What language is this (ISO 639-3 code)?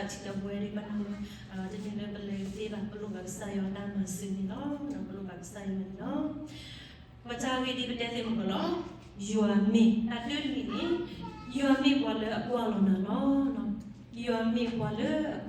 ksw